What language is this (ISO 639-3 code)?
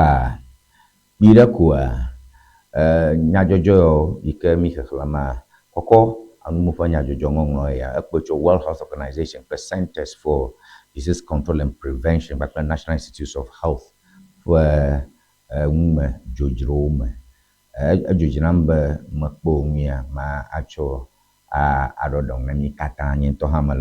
ewe